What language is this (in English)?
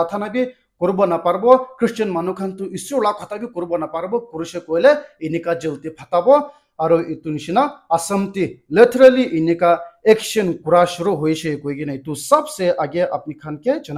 Naga Pidgin